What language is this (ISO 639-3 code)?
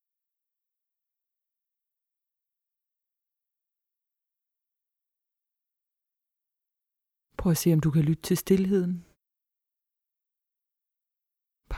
dan